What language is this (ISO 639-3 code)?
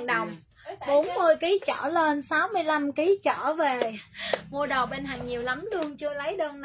vie